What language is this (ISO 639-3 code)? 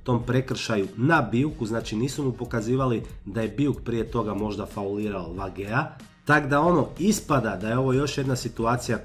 hrv